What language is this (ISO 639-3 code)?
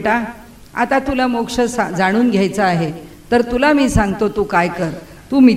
mar